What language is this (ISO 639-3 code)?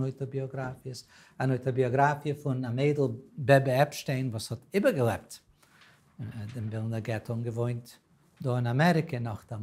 yid